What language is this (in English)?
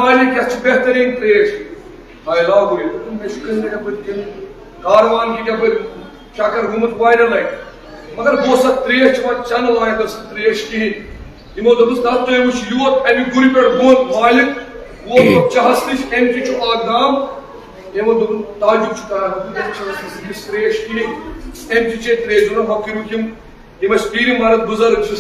Kashmiri